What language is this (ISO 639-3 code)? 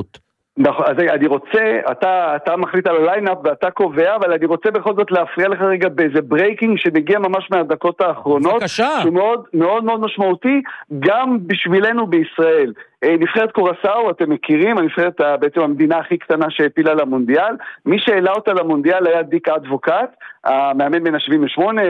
heb